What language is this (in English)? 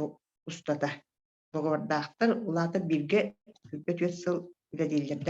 Yakut